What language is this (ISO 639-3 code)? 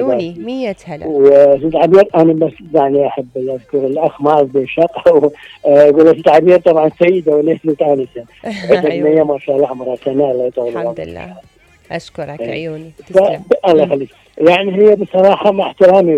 acm